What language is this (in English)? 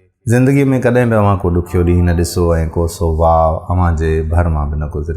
Sindhi